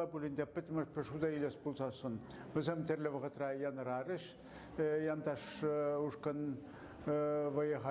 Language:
Chuvash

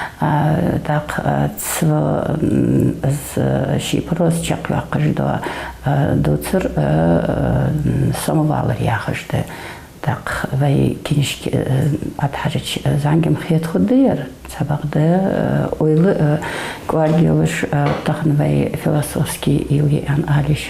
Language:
Ingush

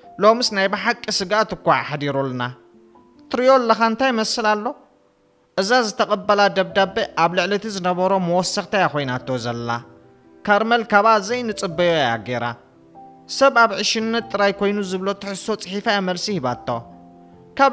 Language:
Tigrinya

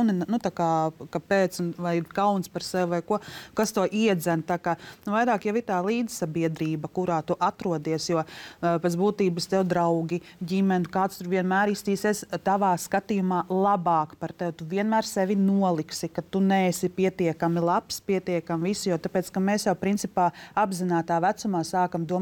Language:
Latvian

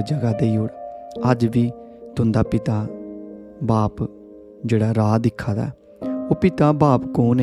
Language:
Dogri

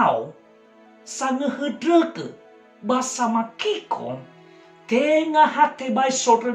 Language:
Nias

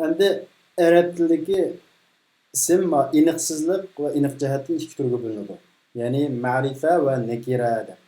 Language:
Uyghur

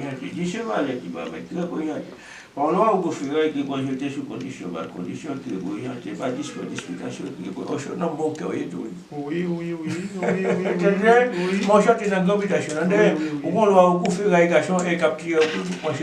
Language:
Haitian Creole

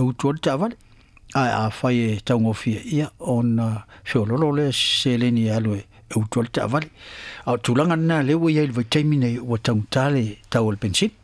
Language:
Samoan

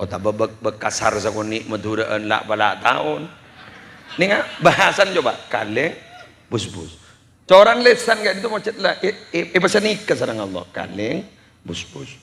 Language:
Madurese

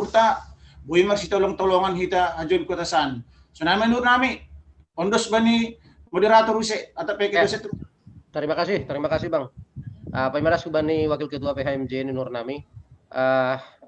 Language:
Batak Simalungun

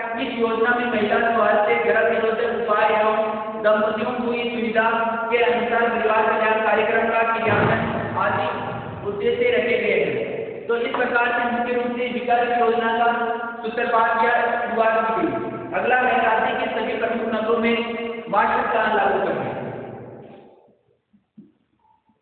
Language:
Hindi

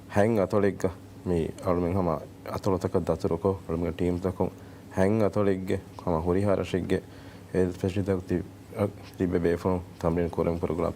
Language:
Divehi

